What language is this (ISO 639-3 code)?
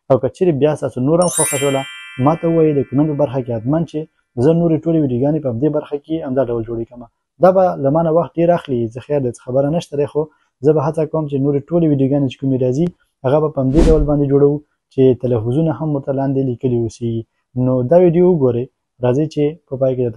pus